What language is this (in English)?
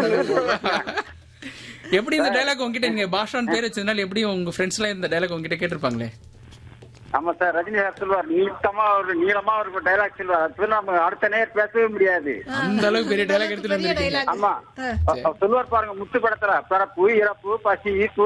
Tamil